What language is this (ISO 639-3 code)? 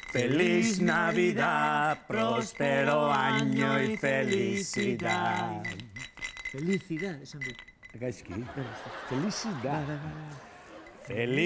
eus